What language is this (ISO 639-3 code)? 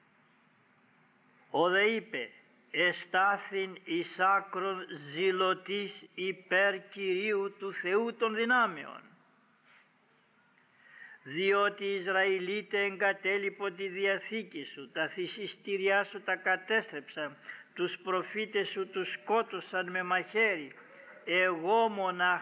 ell